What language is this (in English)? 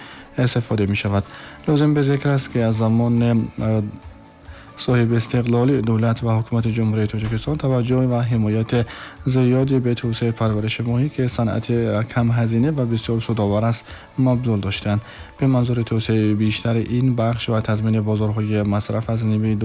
Tajik